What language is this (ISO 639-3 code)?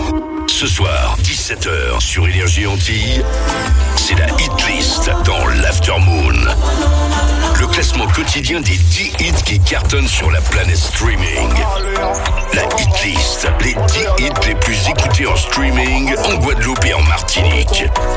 fra